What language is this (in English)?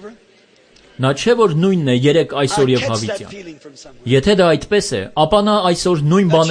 Armenian